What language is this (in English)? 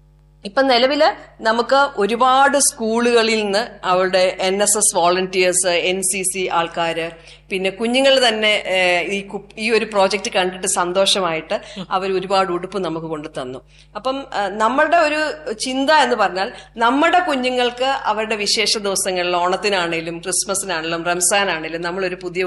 Malayalam